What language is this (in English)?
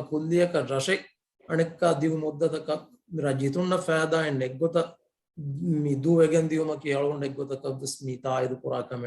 Divehi